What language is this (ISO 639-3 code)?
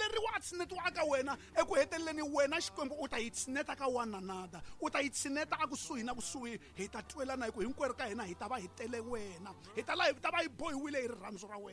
tso